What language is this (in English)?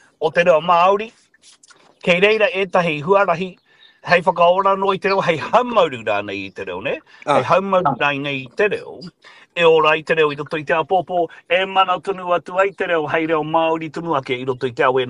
Māori